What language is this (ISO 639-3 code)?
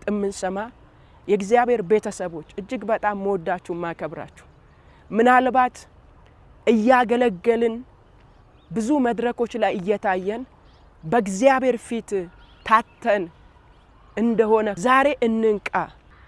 amh